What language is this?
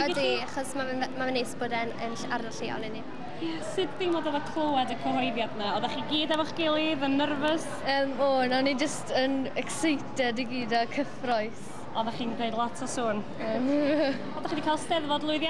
Welsh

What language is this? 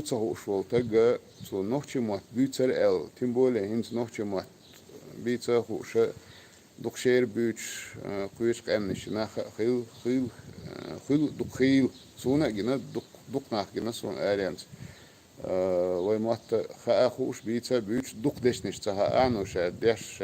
Chechen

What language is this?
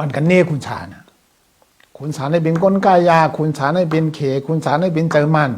Shan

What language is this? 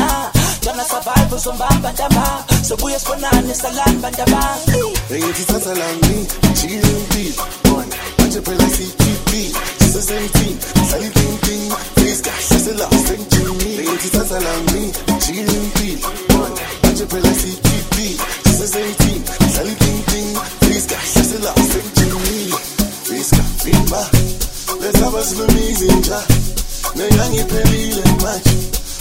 Zulu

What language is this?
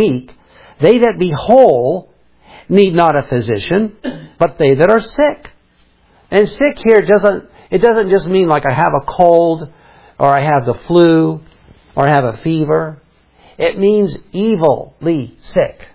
English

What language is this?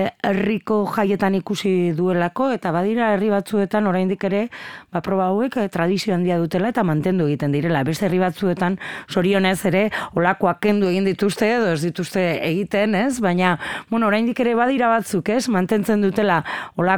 Basque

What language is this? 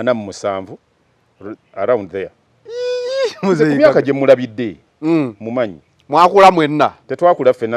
Ganda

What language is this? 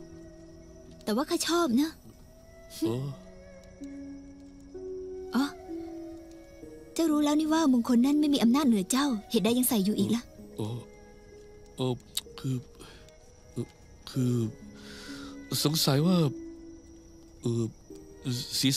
Thai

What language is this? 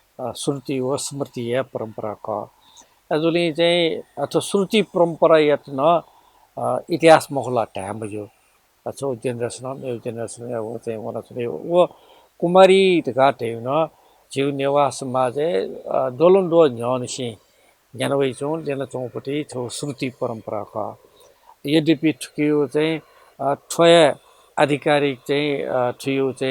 Newari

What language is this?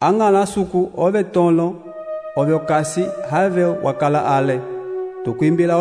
Umbundu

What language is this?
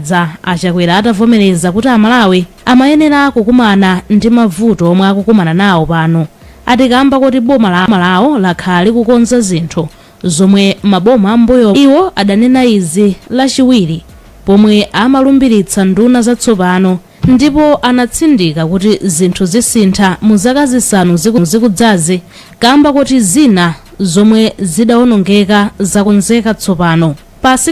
Nyanja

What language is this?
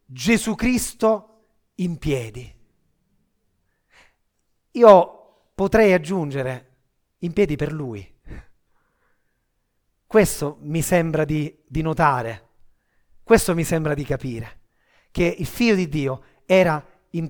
Italian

